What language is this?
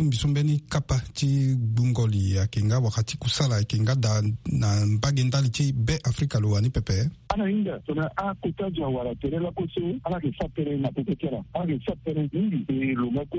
Sango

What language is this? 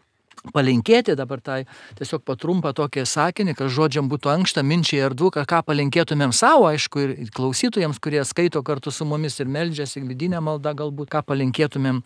Lithuanian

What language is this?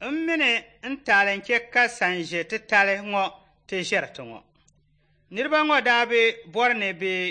Dagbani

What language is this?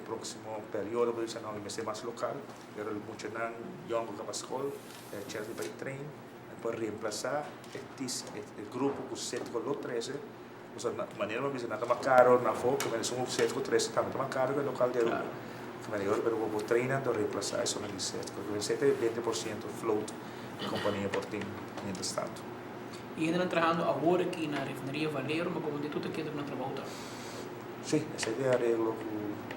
Papiamento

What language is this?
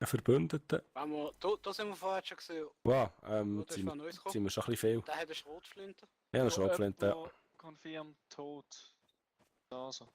Swiss German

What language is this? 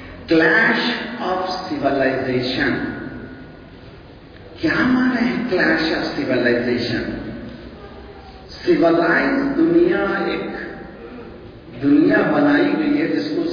Urdu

